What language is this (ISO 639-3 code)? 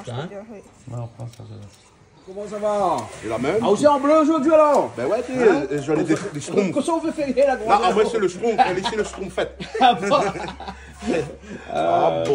rcf